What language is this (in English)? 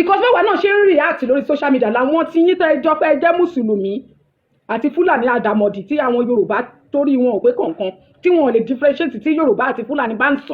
Yoruba